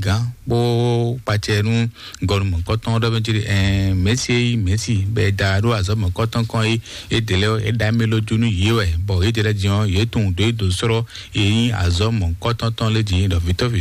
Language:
Fon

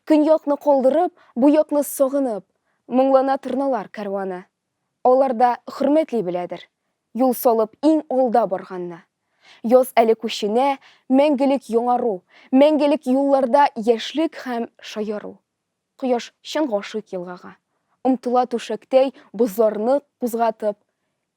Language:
Tatar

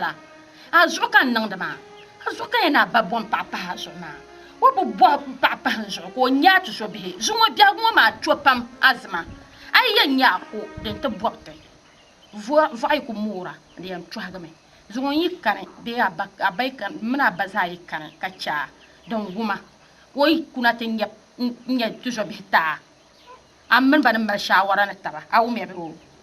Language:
Dagbani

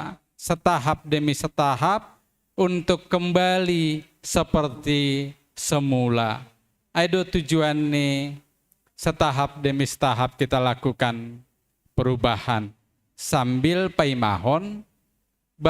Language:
Batak Simalungun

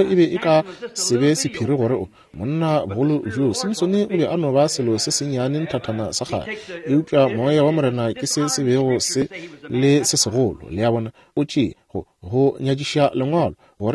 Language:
Northern Sotho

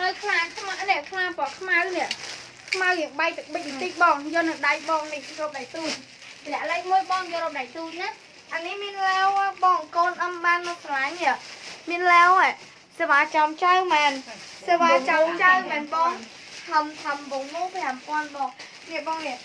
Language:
Khmer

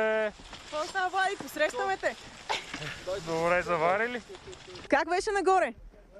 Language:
Bulgarian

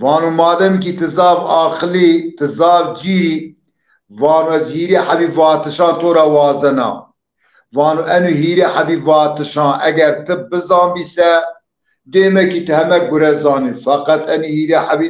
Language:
Zaza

